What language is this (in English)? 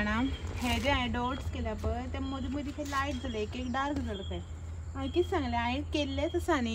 Konkani